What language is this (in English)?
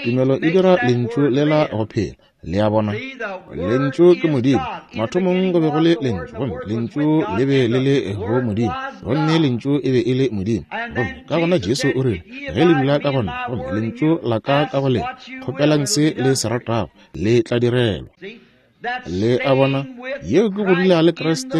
Northern Sotho